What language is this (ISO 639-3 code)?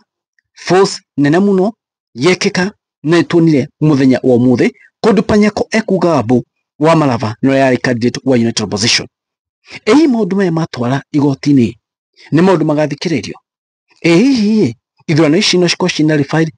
kik